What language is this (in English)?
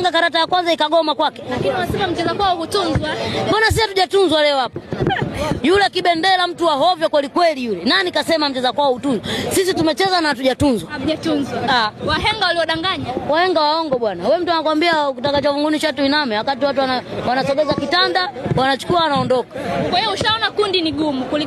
Swahili